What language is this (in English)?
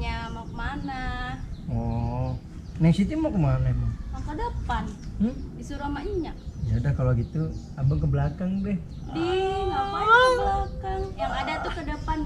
Betawi